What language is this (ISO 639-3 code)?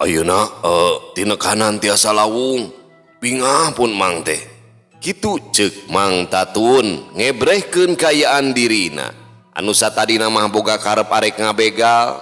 sun